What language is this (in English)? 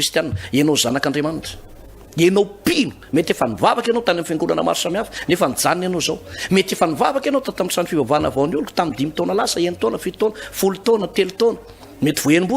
Malagasy